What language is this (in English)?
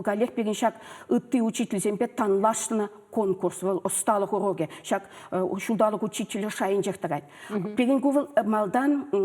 Chuvash